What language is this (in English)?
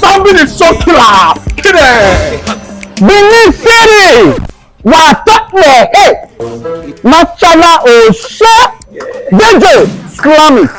Nigerian Pidgin